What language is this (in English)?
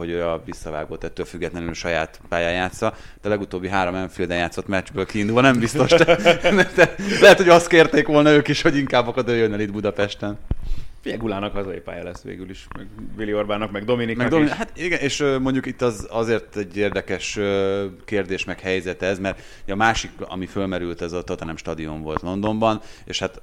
Hungarian